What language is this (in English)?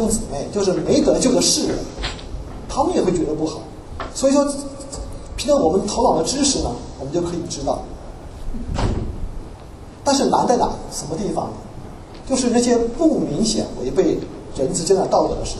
Chinese